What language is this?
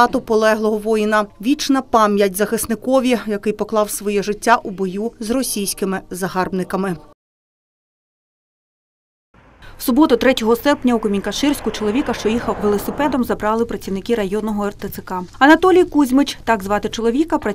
Ukrainian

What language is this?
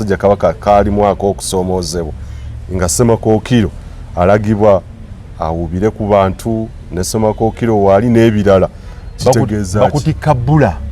Ganda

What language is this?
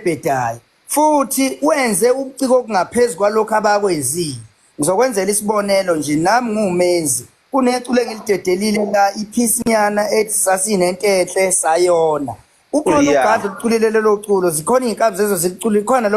Zulu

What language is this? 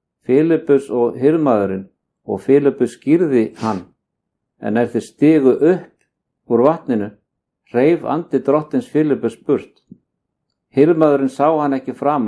Icelandic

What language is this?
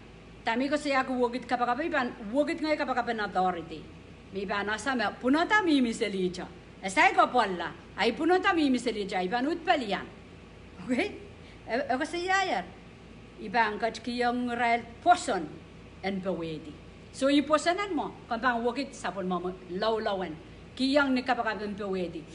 Pohnpeian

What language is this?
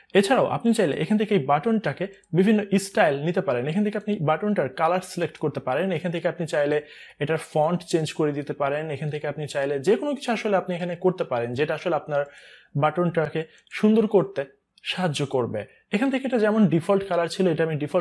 Bangla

